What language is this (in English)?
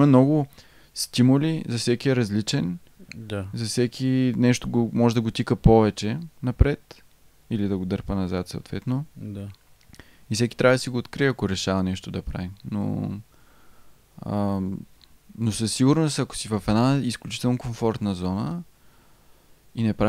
Bulgarian